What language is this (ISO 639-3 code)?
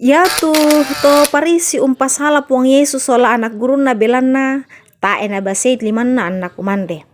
sda